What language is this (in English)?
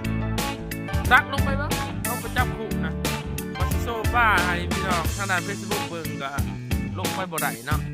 Lao